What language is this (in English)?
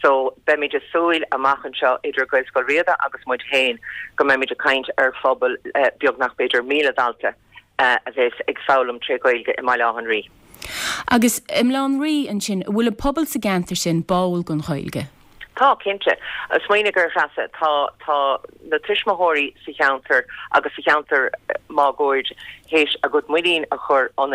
Irish